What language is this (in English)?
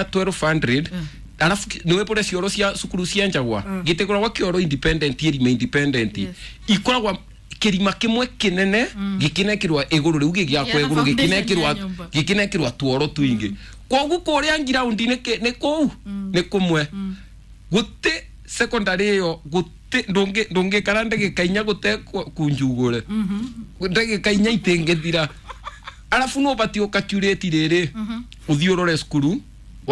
Kikuyu